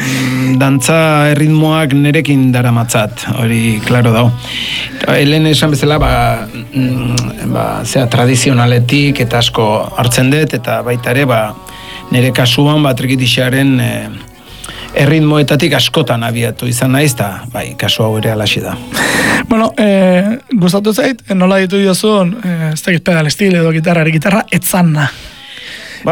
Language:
Basque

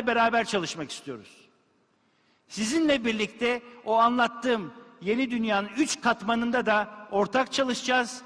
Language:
Turkish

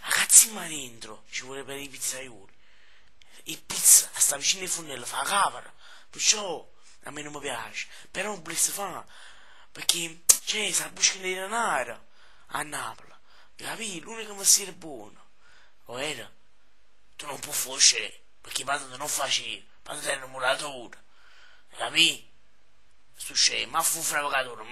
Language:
Neapolitan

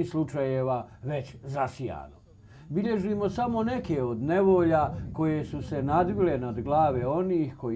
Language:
Croatian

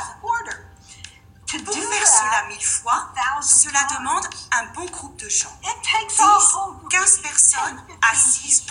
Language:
French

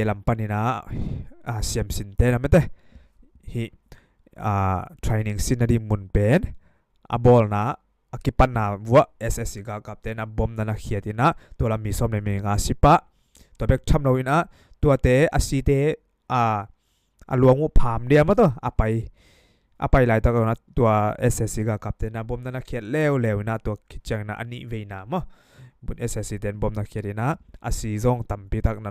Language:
Tedim Chin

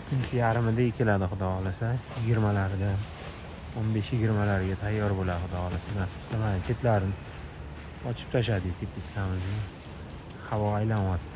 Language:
Uzbek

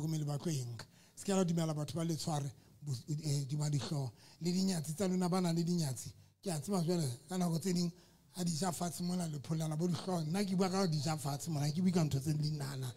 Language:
Southern Sotho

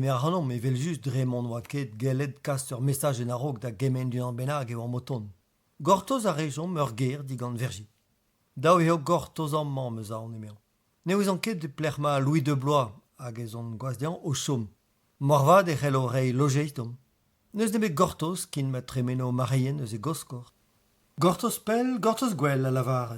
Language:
Breton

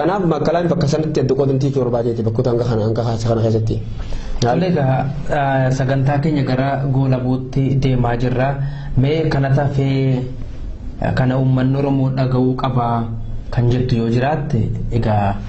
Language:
Oromo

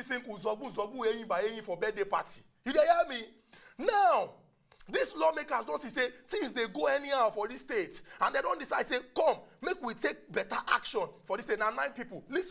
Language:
Nigerian Pidgin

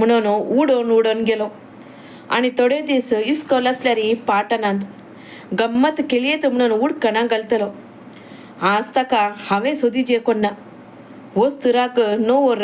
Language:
Konkani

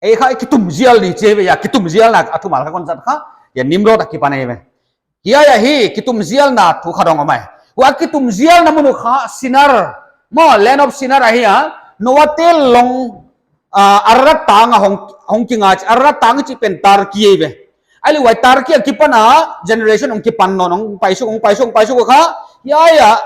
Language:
Paite Chin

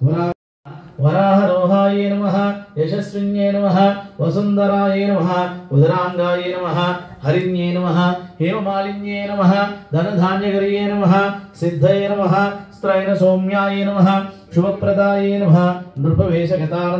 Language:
Telugu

